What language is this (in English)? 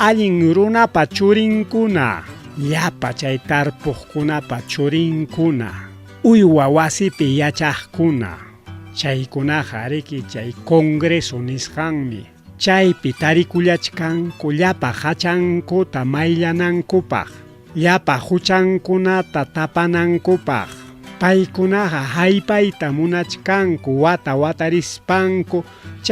Ayacucho Quechua